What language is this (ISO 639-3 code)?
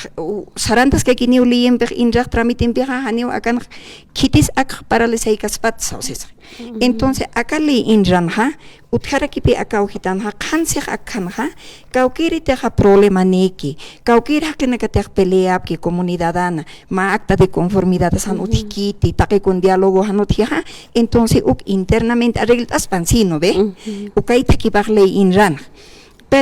aym